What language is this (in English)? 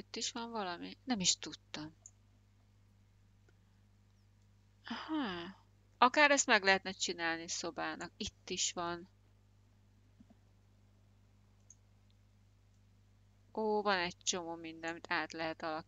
Hungarian